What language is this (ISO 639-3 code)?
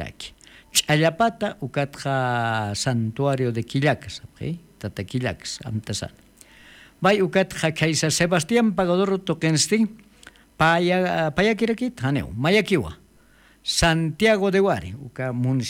aym